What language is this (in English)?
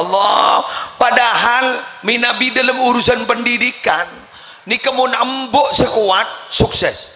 Madurese